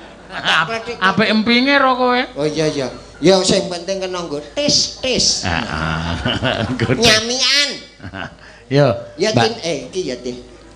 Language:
Javanese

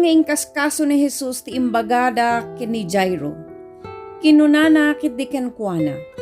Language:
Iloko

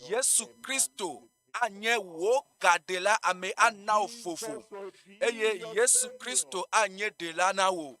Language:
Ewe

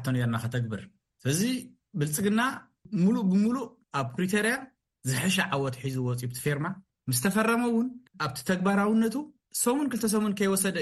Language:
Tigrinya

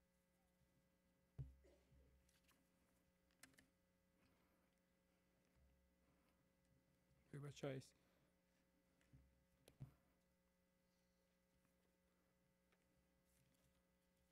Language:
Ukrainian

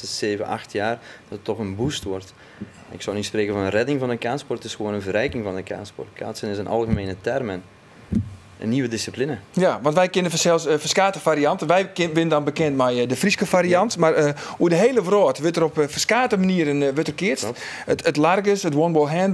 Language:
Western Frisian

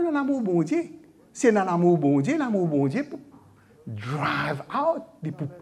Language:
Morisyen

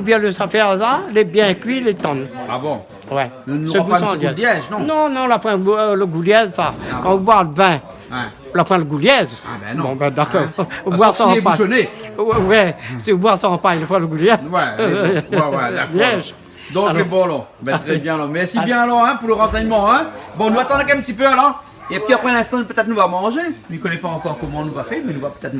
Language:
Réunion Creole French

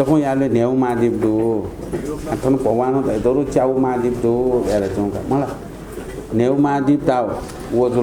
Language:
Newari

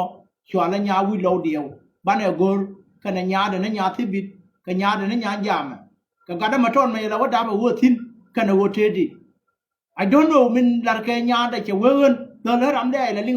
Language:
Nuer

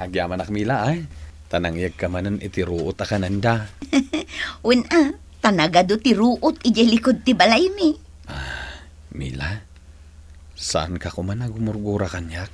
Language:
Iloko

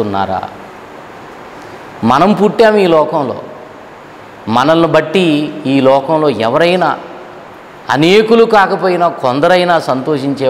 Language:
Telugu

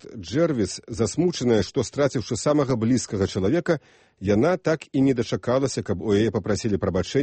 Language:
Belarusian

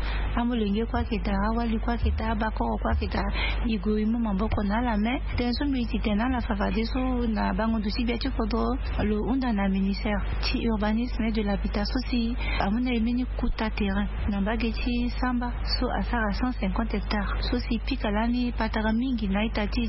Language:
Sango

